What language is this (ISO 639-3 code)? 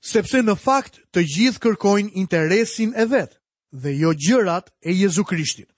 sqi